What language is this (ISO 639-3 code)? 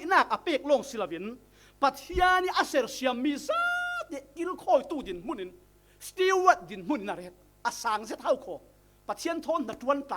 cfm